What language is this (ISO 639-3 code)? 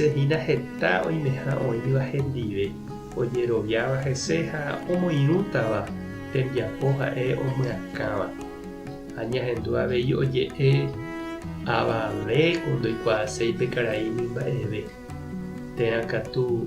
grn